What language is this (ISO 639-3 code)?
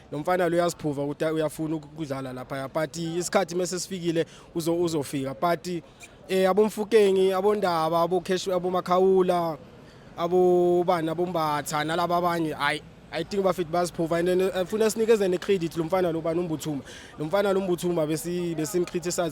zul